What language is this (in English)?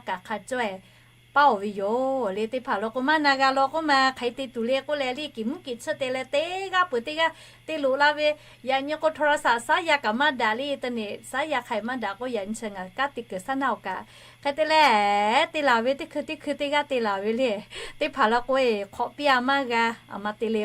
Lahu